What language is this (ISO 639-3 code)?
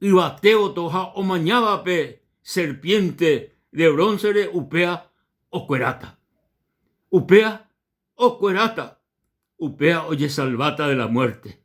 grn